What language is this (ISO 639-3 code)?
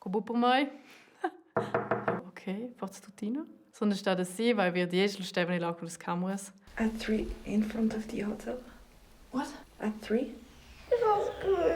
roh